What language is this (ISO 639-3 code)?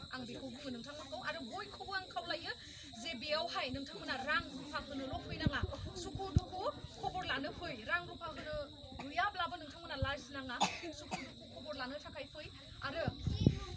brx